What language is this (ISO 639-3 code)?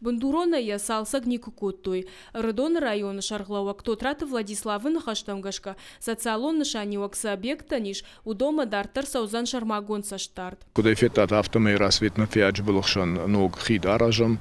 oss